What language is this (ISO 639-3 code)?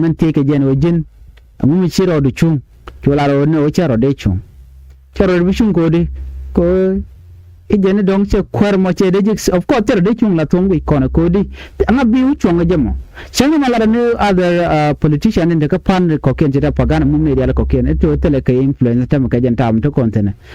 nus